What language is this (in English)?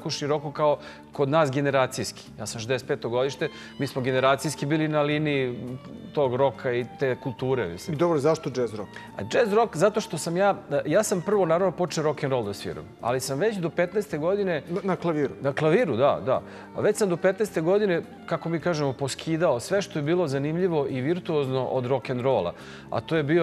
Serbian